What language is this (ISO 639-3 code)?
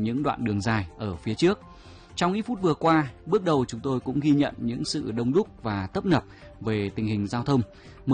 vie